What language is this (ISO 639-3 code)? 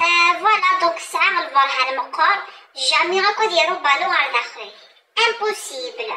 kab